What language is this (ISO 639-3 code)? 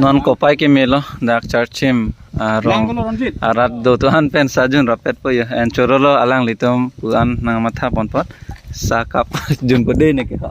mjw